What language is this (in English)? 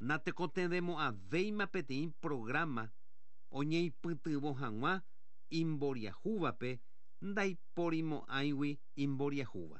Guarani